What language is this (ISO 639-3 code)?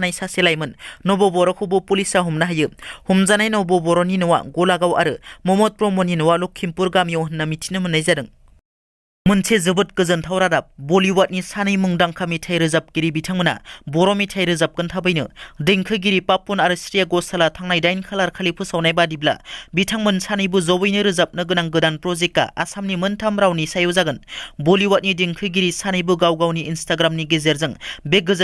brx